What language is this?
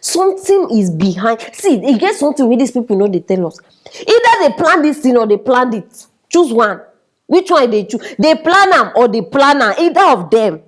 Nigerian Pidgin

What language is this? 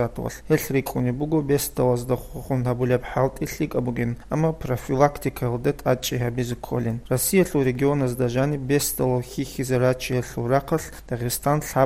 Avaric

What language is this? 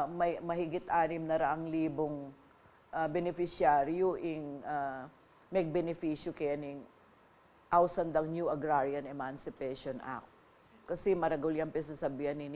Pampanga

